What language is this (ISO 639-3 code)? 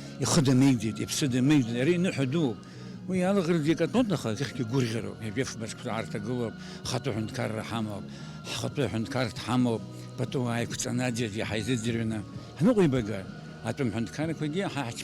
abk